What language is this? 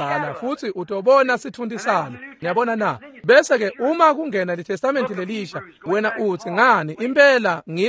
Swati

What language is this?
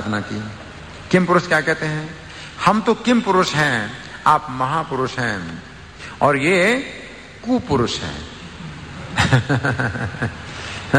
Hindi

